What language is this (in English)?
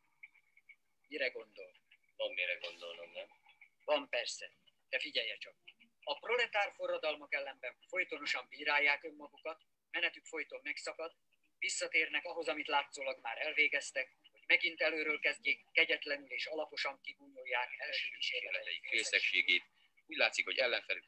Hungarian